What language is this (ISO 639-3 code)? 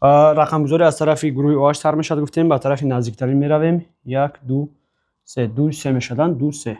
tgk